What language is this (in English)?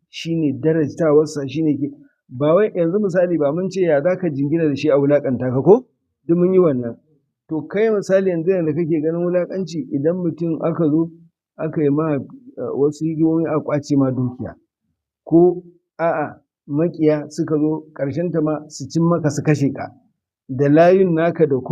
Hausa